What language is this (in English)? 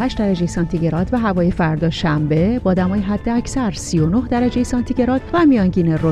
Persian